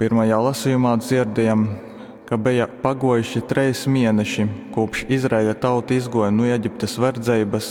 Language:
Latgalian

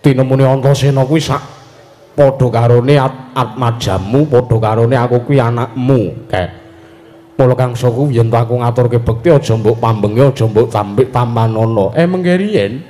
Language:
Javanese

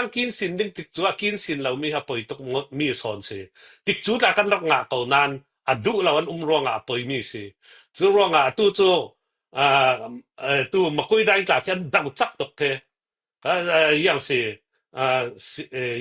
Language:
Falam Chin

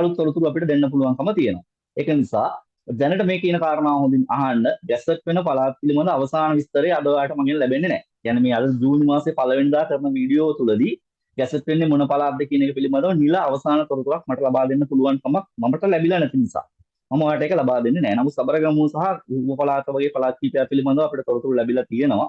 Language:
Sinhala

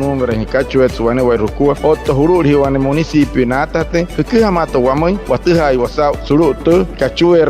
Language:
Wayuu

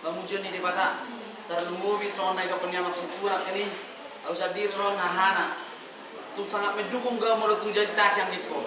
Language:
Batak Toba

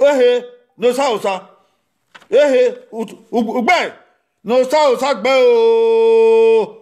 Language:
Bini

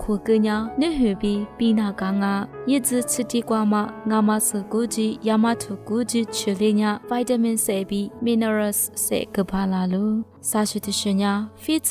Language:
Lisu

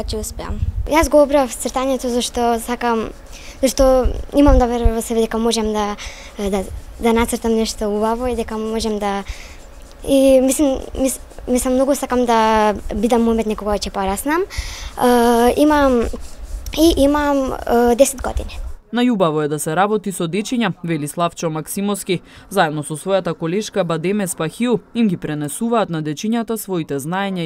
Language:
Macedonian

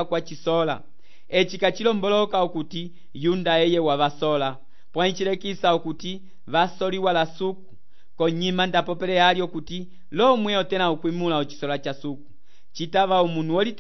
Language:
Umbundu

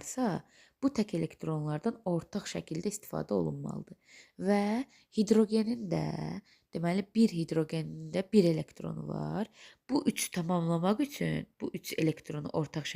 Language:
Azerbaijani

